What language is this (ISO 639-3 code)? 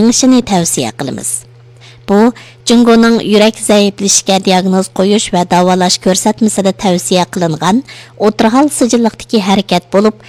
uig